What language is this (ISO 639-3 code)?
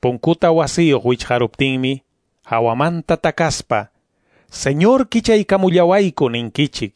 que